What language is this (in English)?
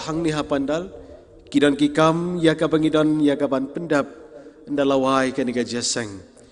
Khasi